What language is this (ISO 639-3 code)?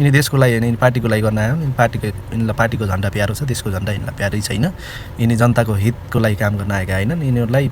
nep